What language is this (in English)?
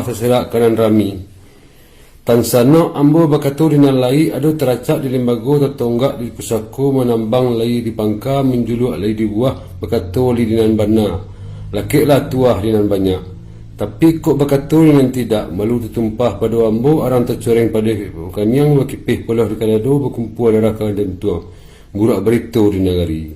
Minangkabau